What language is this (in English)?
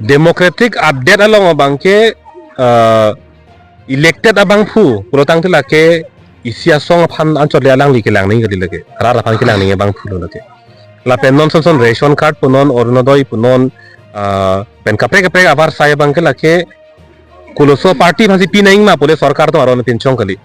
Karbi